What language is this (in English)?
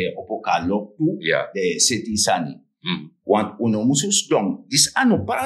Sranan Tongo